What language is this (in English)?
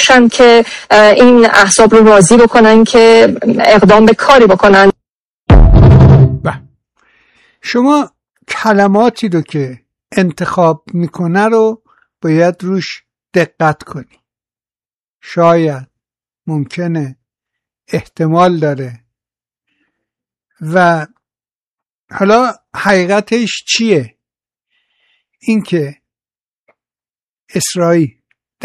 Persian